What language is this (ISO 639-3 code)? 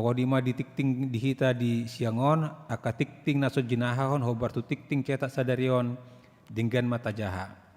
bbc